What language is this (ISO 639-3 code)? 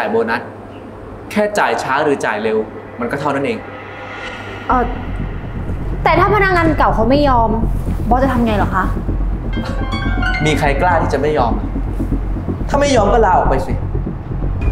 tha